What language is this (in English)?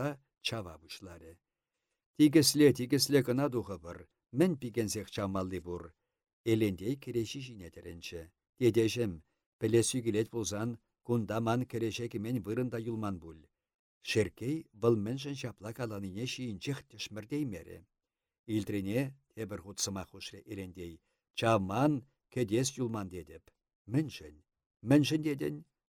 Chuvash